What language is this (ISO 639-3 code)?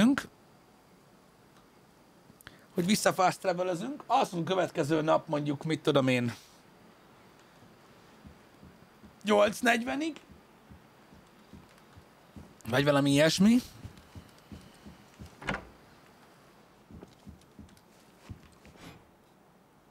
hun